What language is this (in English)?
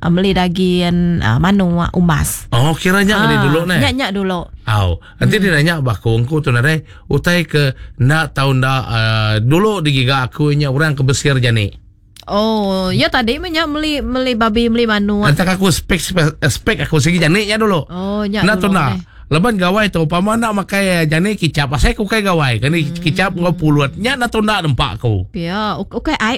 Iban